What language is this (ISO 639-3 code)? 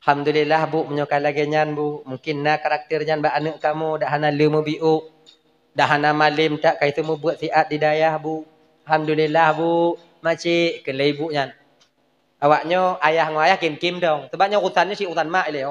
ace